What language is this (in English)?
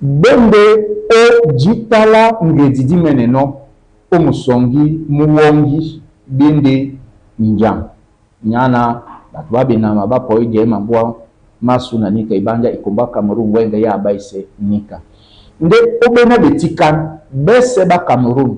Duala